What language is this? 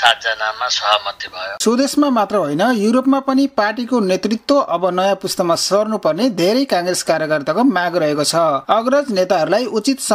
Nepali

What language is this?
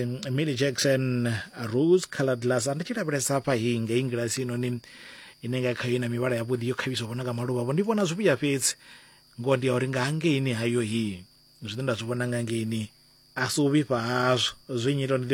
Venda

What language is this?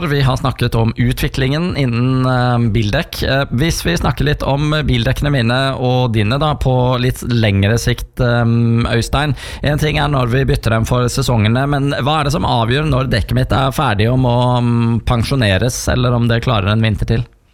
Norwegian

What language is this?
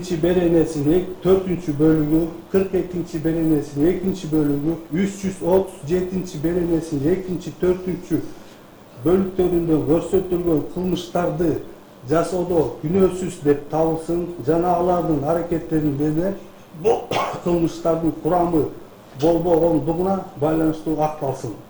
Kyrgyz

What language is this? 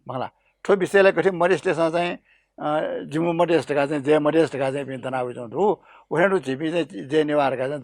Newari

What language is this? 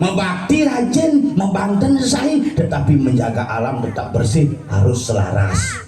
Balinese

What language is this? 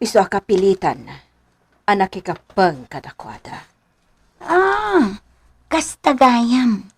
Iloko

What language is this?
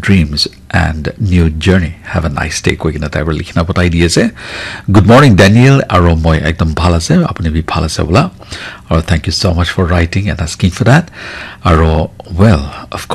Naga Pidgin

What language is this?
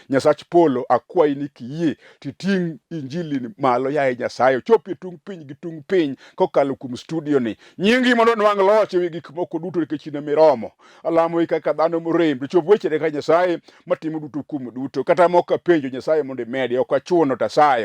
Luo (Kenya and Tanzania)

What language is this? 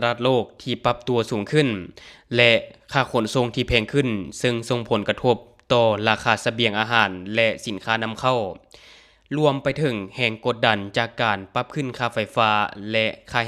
Lao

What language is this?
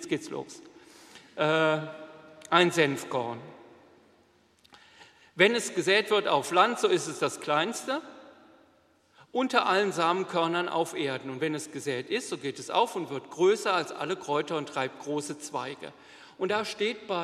German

